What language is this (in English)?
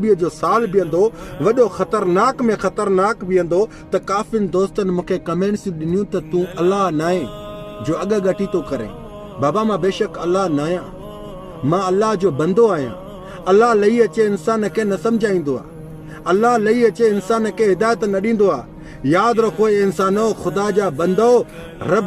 Sindhi